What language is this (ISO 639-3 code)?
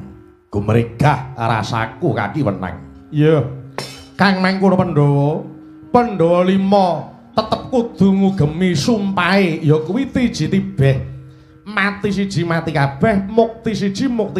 jav